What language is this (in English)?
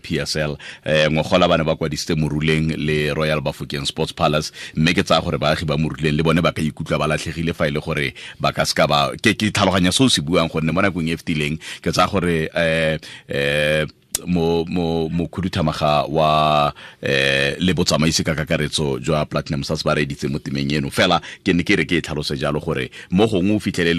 Tswana